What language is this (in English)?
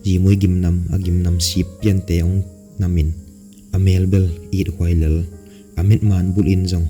Tedim Chin